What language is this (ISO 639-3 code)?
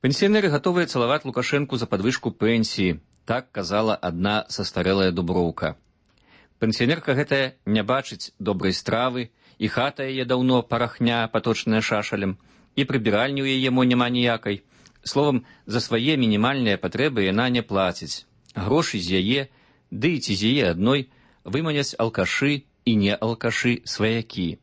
bel